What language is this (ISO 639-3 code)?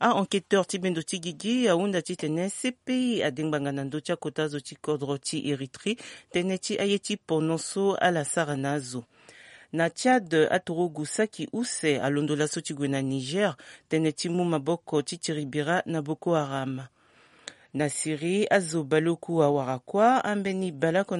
sag